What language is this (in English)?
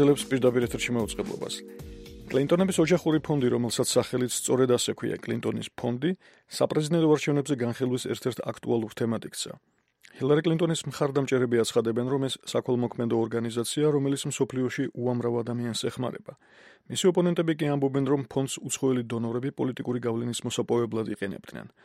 Georgian